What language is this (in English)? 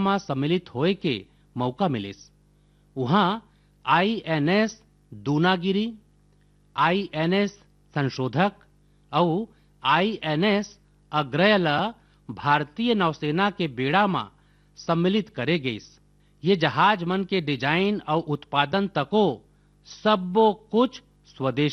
Chhattisgarhi